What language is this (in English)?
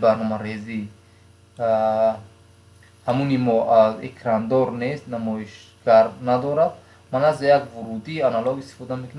Tajik